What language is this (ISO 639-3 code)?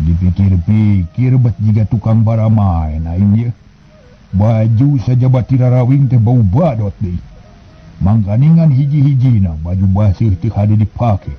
sun